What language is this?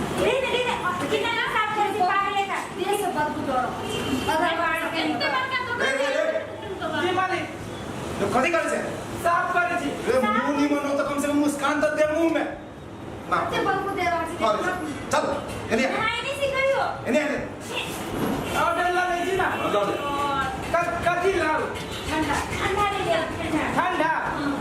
Maithili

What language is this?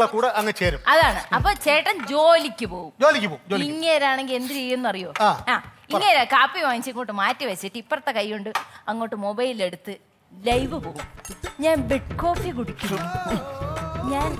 Malayalam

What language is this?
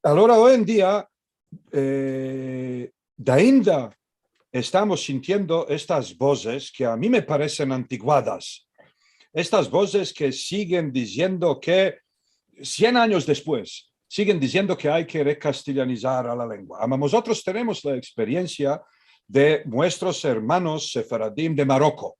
Ladino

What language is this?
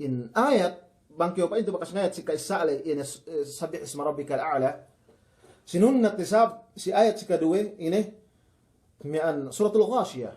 Yakan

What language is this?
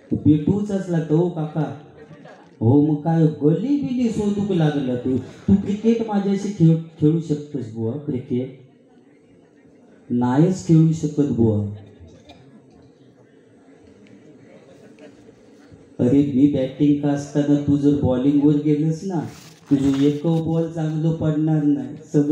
Marathi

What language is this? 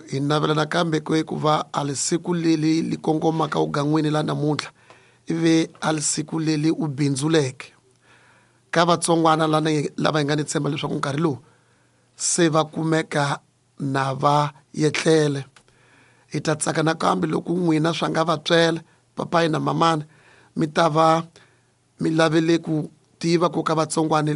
Tsonga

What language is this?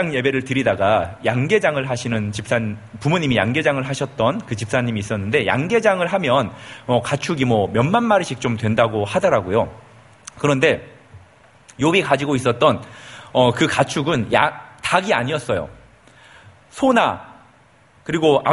Korean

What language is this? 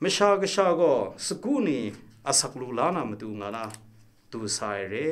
Kachin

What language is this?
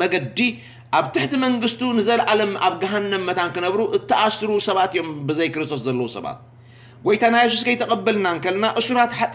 Tigrinya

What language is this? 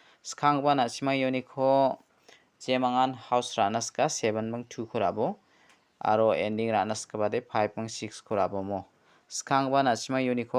Garo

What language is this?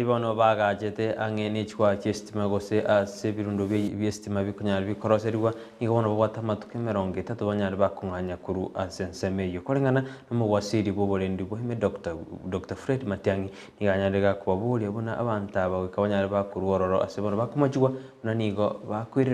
Gusii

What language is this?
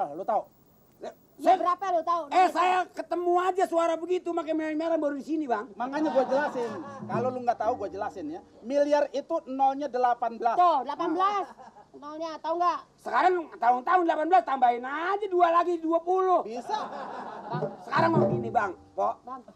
Betawi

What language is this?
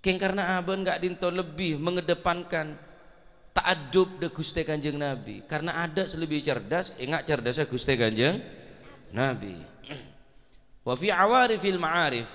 Madurese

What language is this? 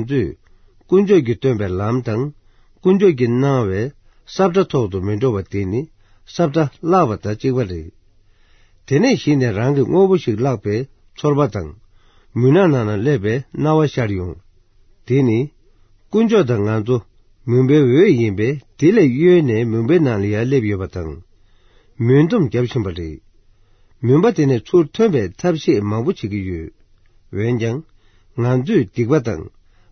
Tibetan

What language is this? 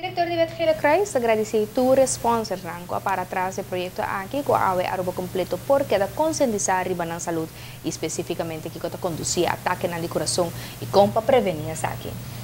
Papiamento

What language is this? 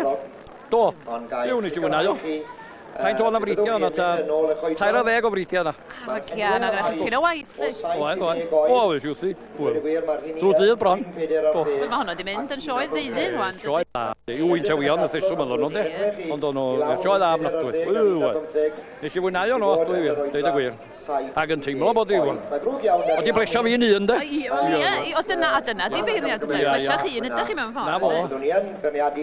Welsh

